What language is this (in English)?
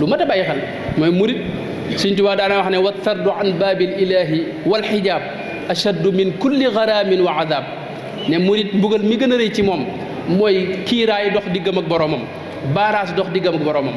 Wolof